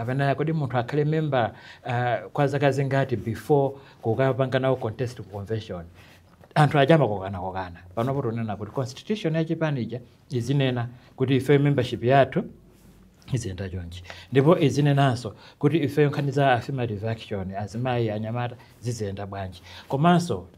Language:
Nyanja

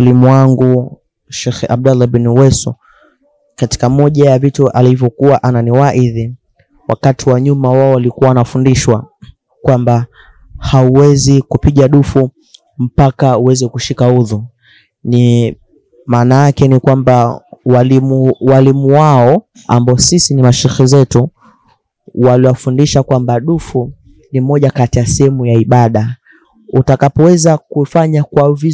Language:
Swahili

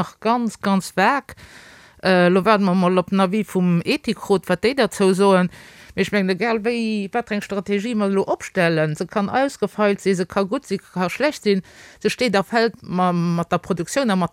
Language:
Luxembourgish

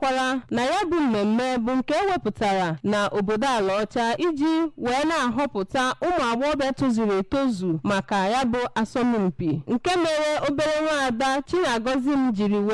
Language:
Igbo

